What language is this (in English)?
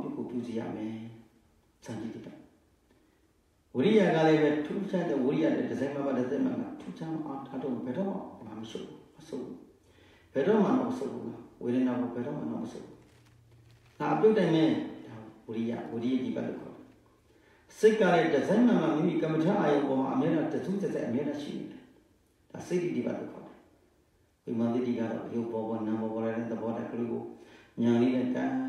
Burmese